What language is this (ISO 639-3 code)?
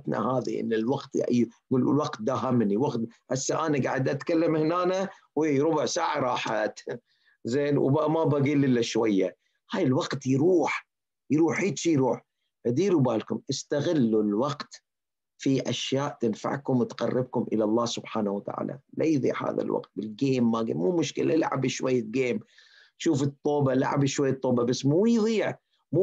acm